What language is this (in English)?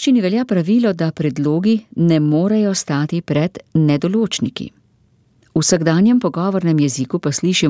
Slovenian